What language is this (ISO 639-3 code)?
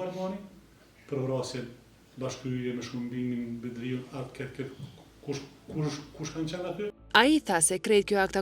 sqi